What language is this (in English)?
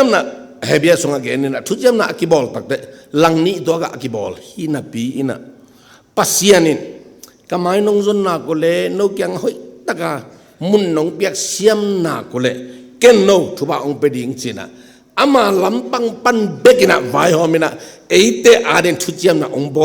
Tedim Chin